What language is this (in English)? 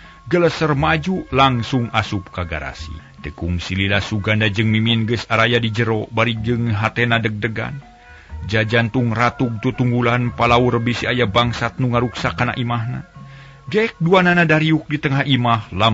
Sundanese